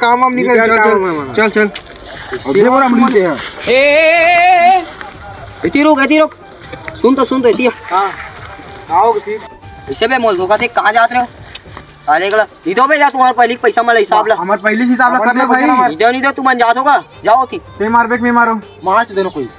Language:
Chhattisgarhi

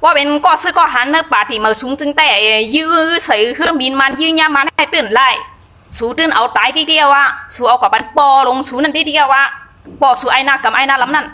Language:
Shan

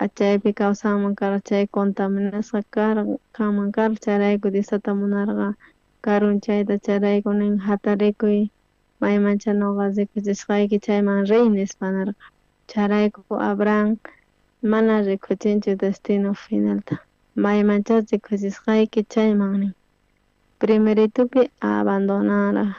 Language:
South Bolivian Quechua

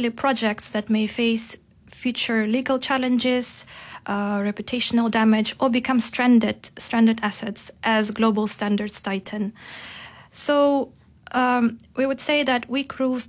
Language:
English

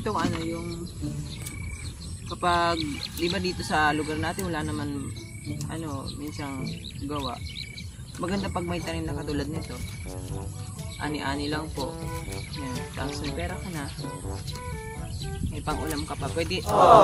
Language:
Filipino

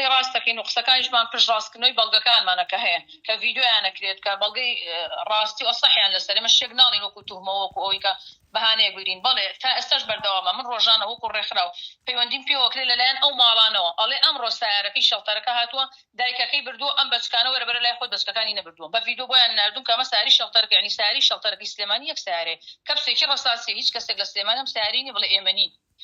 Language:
Central Kurdish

